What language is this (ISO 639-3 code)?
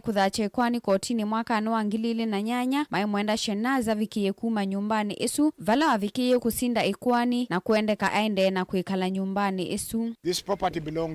kam